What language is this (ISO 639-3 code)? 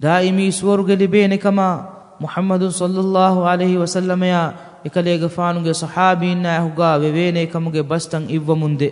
div